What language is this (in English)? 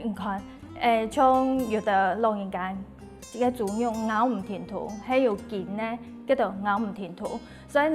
Hakka Chinese